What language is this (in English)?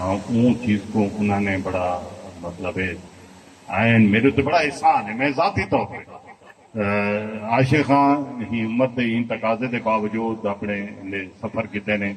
Saraiki